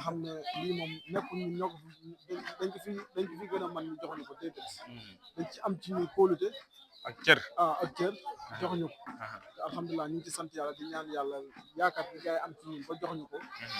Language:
Wolof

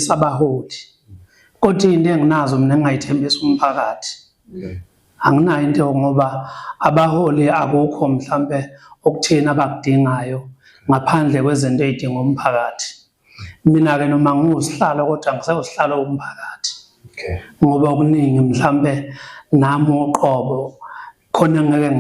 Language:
Zulu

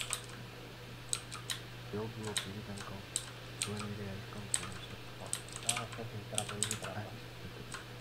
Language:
Afrikaans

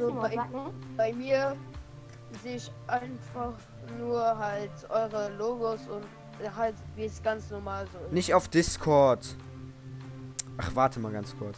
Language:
German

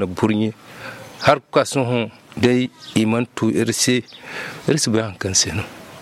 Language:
Zarma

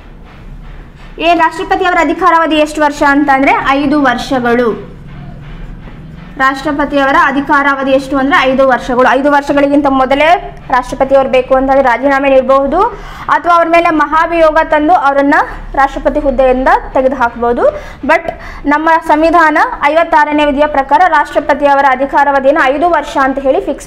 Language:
Kannada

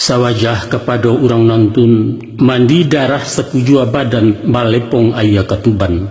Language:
Minangkabau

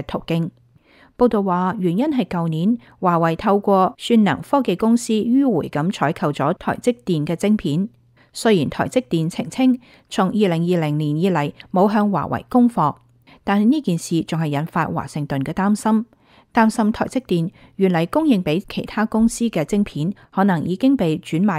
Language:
Cantonese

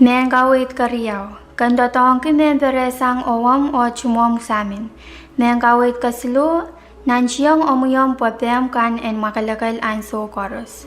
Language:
Pohnpeian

